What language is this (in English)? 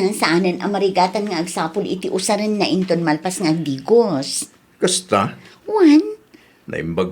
Iloko